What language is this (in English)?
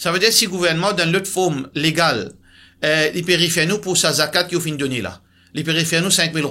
Morisyen